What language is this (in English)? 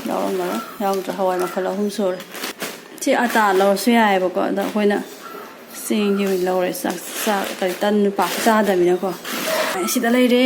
Manipuri